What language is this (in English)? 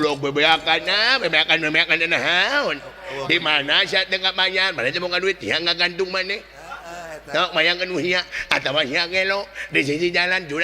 Sundanese